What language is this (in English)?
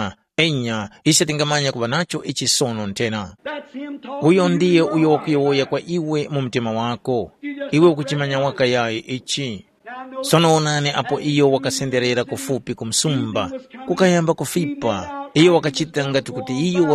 Tumbuka